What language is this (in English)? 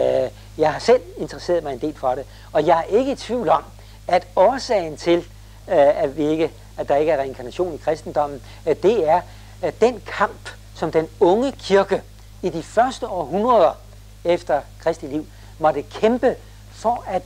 Danish